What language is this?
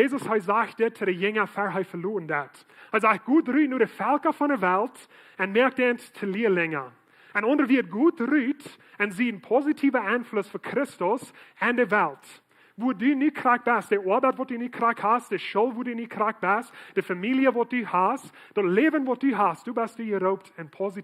Plautdietsch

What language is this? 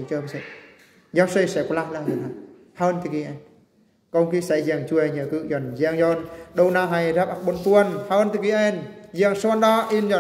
Eastern Bru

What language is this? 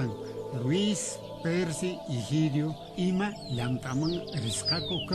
Quechua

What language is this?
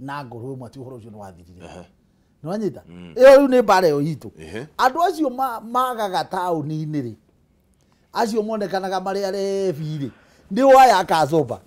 Kikuyu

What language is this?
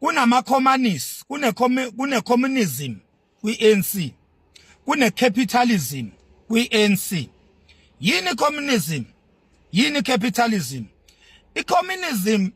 Zulu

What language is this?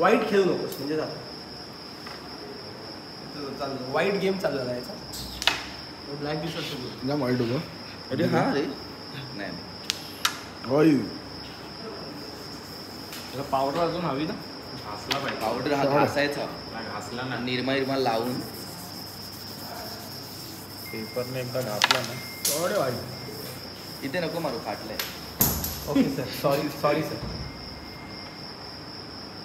Marathi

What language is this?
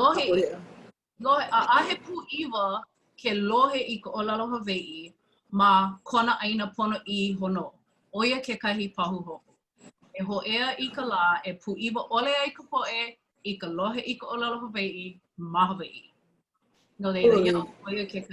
Hawaiian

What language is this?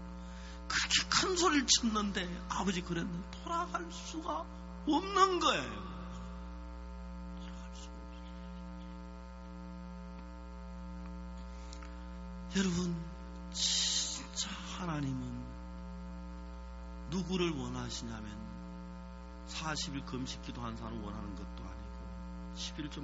Korean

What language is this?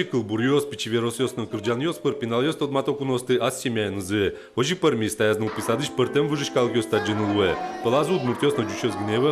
Udmurt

